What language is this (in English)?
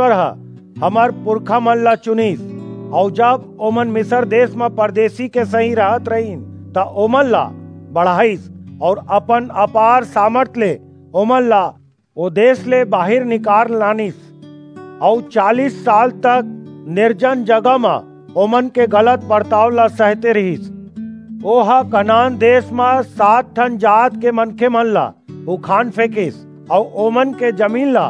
Chhattisgarhi